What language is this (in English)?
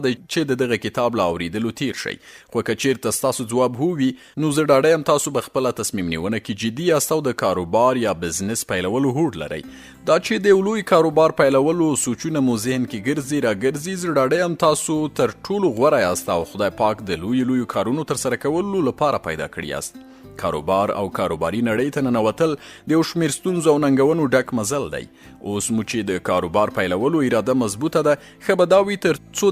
Pashto